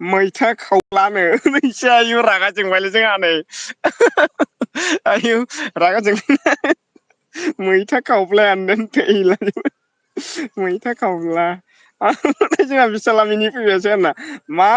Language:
Bodo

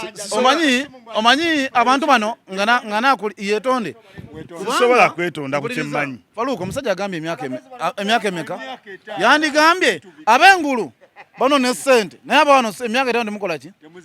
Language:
Ganda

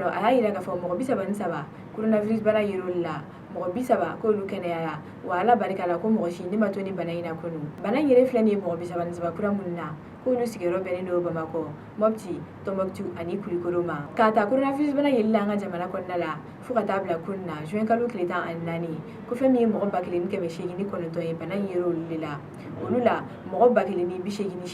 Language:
Bambara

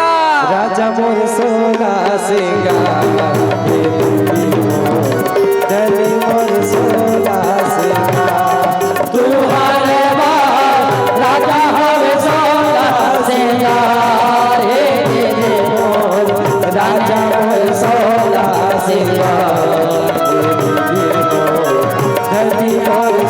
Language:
Chhattisgarhi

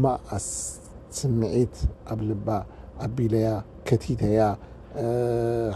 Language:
Tigrinya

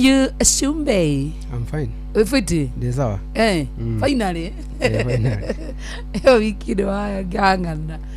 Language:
Kikuyu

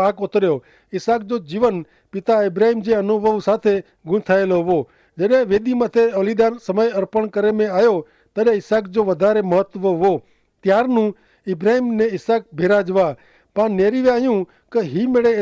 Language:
Kachhi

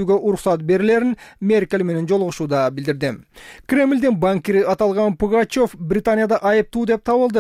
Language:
Kyrgyz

